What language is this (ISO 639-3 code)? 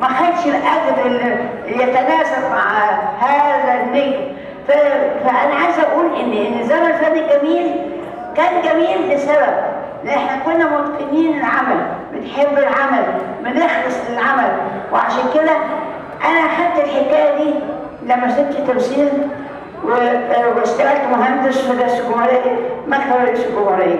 arz